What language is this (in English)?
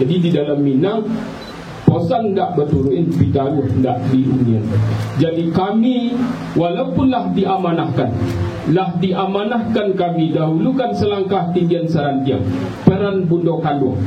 Minangkabau